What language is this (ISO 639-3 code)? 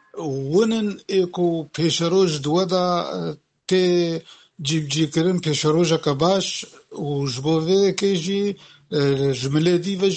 kur